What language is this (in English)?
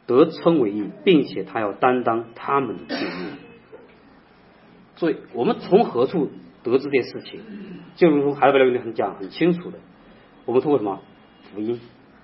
Chinese